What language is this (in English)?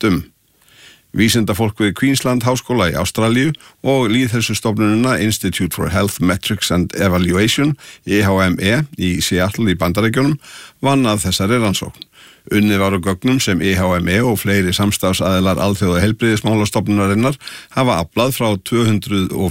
Icelandic